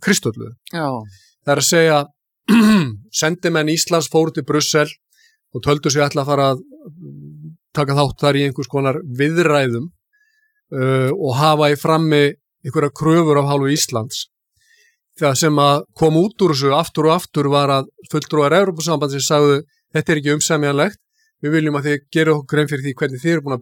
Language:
Icelandic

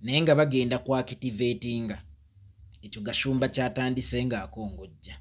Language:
Ganda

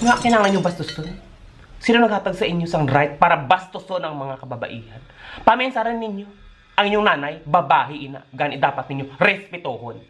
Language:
Hiligaynon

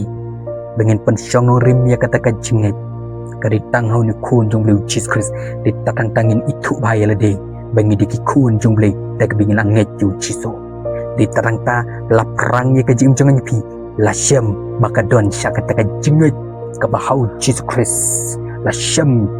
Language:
Khasi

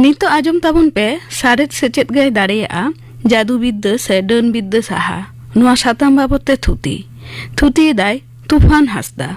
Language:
Santali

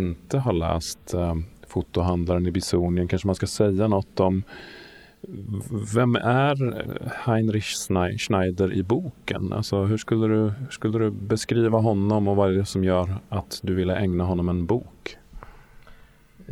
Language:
Swedish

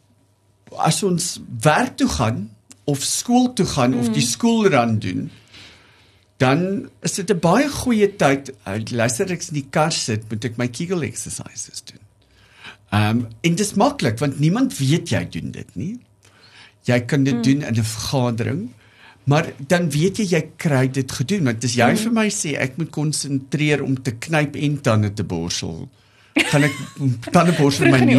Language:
Afrikaans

